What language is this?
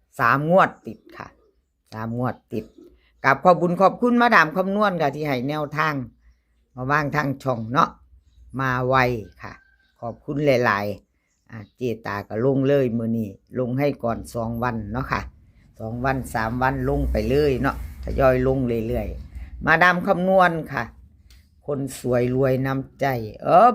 Northeastern Thai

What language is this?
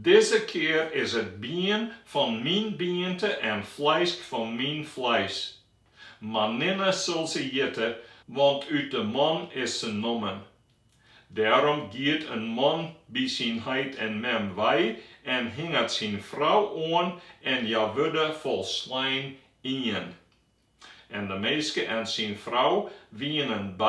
Western Frisian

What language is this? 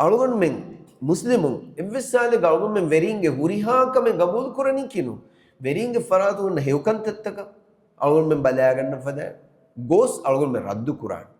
Divehi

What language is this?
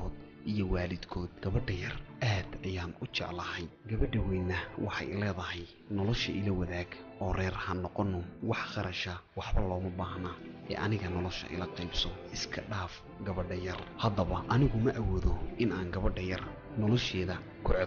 Somali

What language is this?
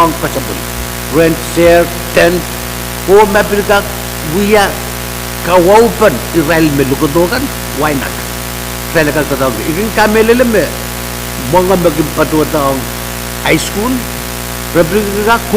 Pohnpeian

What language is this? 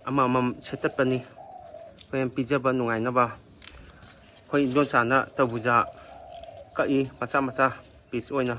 Manipuri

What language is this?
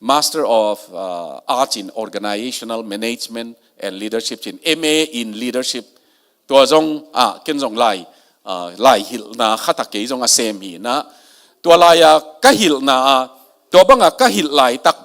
Tedim Chin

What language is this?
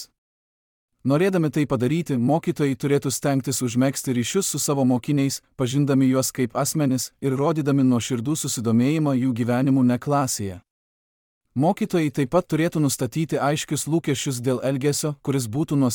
Lithuanian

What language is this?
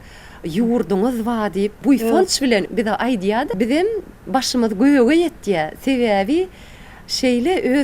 Turkmen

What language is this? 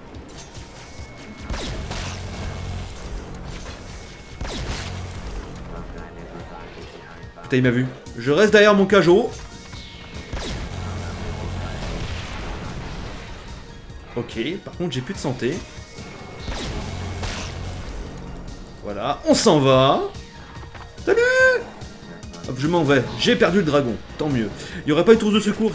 French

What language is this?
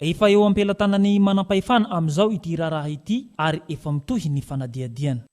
Malagasy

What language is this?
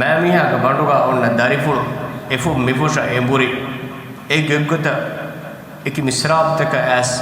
Divehi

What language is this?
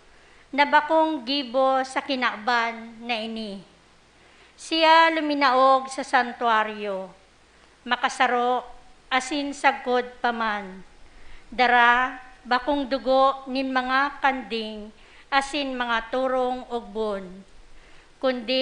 Bikol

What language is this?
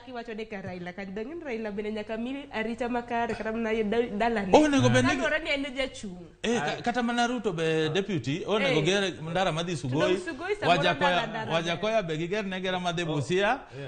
Luo (Kenya and Tanzania)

